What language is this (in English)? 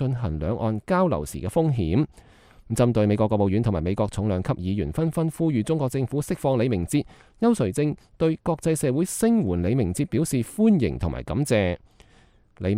Cantonese